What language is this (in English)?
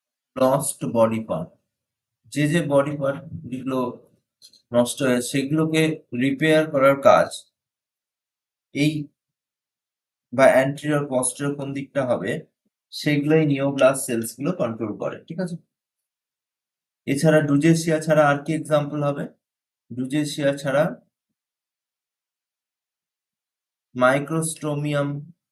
Bangla